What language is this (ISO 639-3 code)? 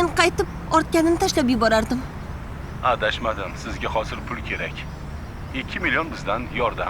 uzb